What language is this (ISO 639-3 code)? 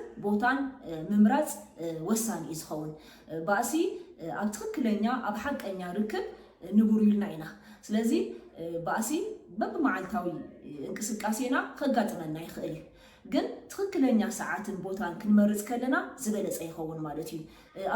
tir